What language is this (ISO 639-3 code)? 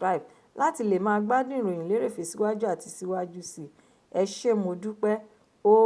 yor